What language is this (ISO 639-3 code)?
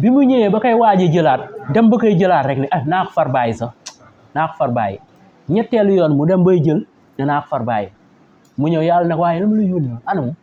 wol